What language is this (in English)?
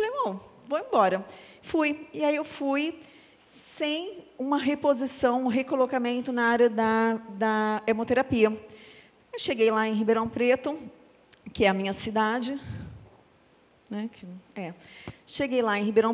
Portuguese